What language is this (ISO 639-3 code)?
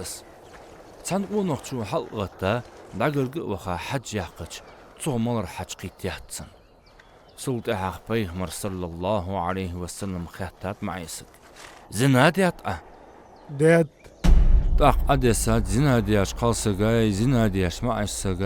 inh